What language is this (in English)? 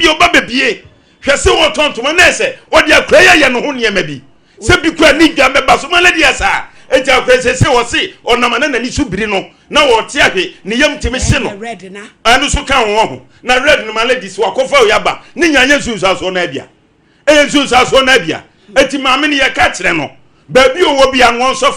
Akan